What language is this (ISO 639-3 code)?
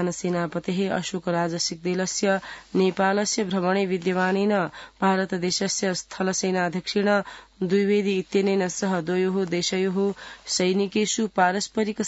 san